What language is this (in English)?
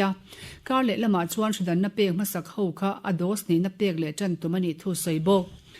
Mizo